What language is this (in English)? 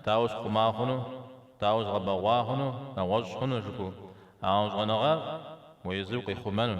Kabardian